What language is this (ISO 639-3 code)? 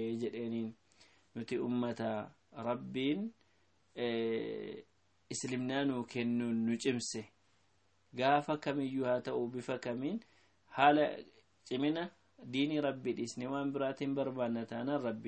orm